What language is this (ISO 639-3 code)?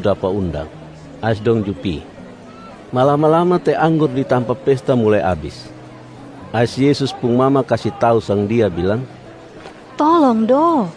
mkn